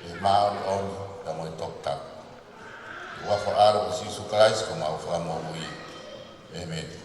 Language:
Tongan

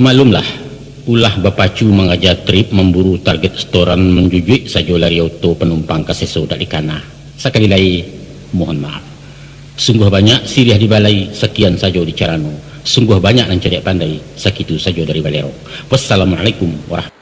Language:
Minangkabau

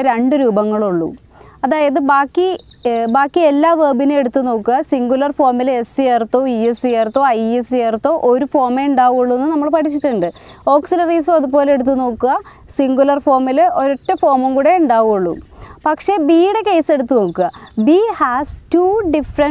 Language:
Malayalam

